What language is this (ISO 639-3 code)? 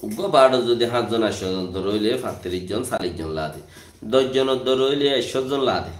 rhg